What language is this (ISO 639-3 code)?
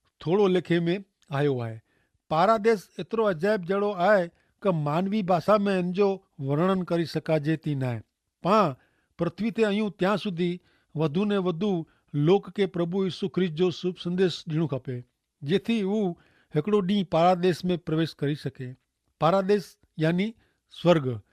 kfr